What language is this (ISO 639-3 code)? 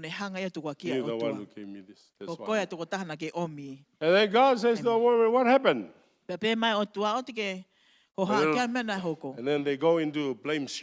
ton